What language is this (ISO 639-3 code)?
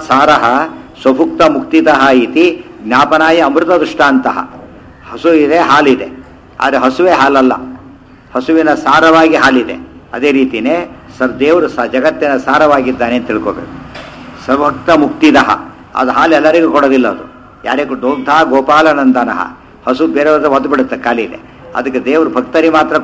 kan